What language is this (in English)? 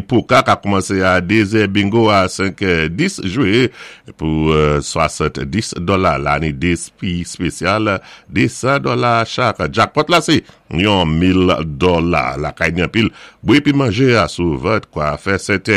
Saint Lucian Creole French